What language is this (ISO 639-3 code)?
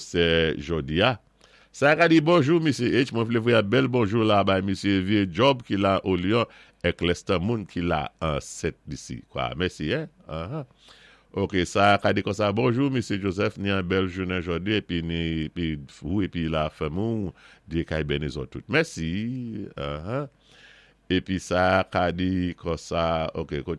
acf